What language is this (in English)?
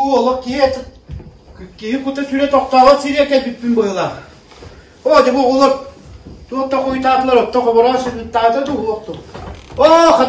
Yakut